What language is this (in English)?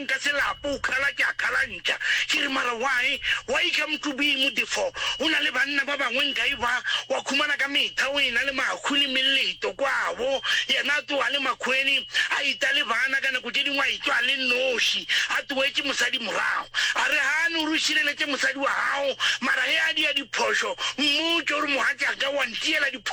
Northern Sotho